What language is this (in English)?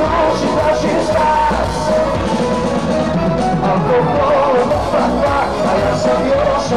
Serbian